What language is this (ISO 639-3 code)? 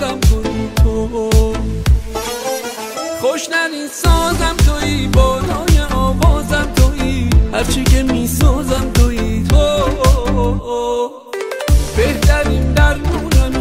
fas